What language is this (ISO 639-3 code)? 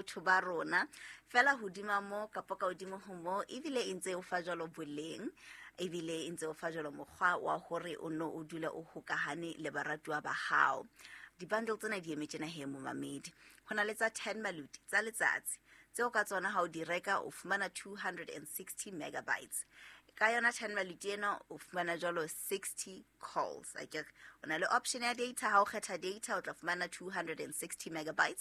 sot